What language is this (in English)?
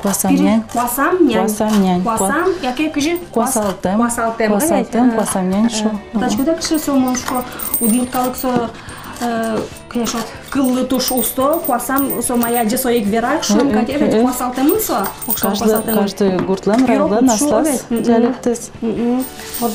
Udmurt